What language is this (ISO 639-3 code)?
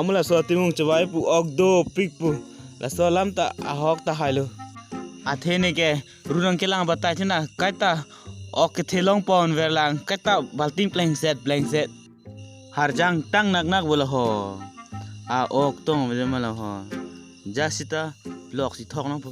mjw